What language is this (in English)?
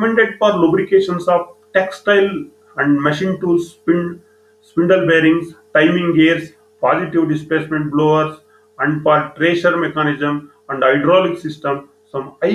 Kannada